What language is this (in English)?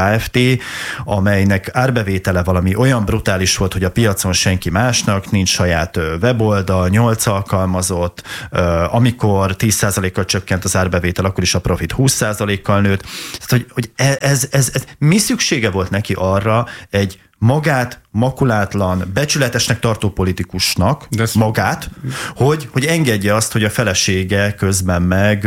Hungarian